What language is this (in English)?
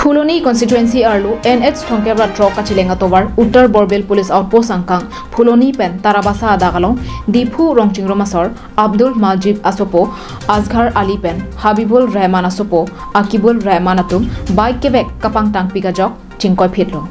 Karbi